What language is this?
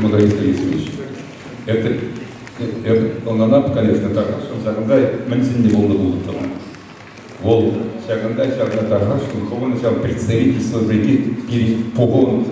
Chuvash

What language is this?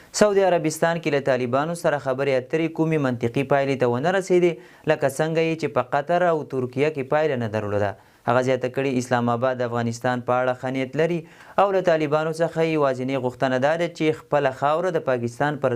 Pashto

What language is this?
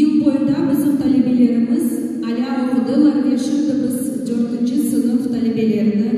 Crimean Tatar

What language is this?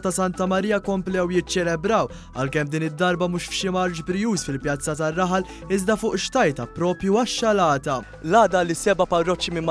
Maltese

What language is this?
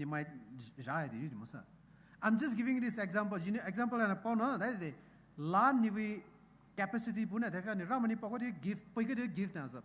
Poumei Naga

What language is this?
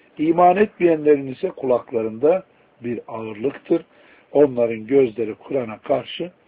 Turkish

